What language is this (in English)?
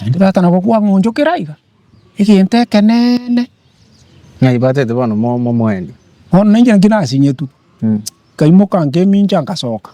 Gusii